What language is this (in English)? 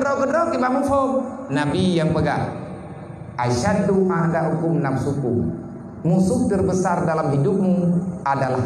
Achinese